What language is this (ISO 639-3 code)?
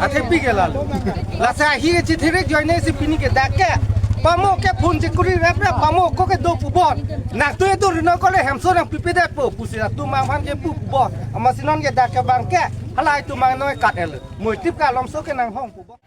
mjw